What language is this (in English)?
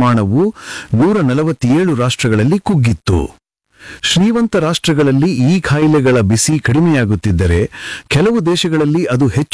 Kannada